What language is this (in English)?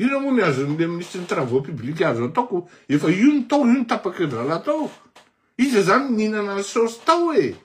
Malagasy